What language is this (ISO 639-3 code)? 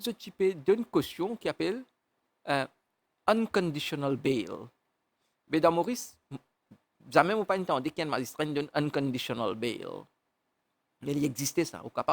mfe